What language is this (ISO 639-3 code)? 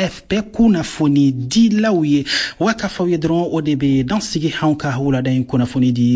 bam